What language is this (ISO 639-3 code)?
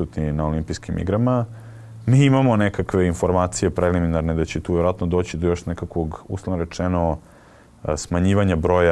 srp